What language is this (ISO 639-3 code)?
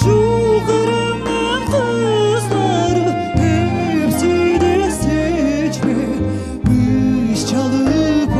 crh